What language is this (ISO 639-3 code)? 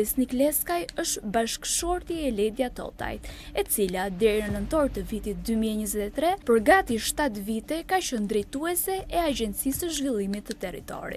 sqi